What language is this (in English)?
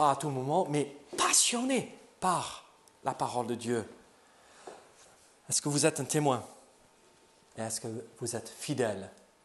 French